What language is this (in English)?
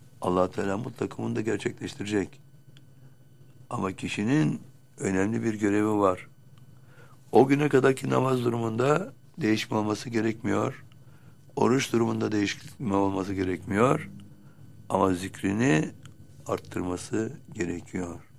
Turkish